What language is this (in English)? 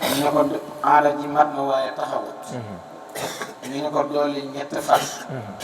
Wolof